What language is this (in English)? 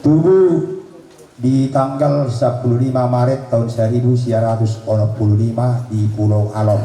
Batak Toba